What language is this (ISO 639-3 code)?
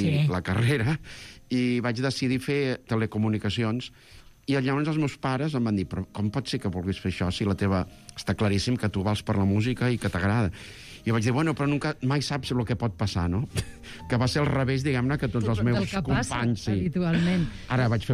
cat